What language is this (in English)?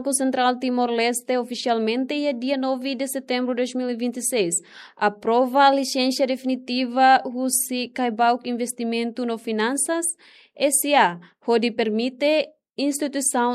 Tetum